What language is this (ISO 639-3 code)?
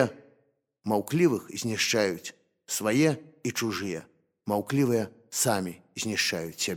bel